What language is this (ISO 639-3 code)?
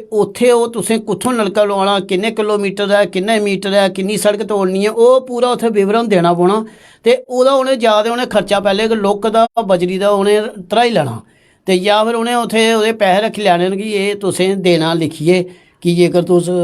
doi